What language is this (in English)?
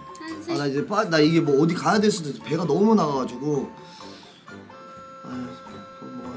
Korean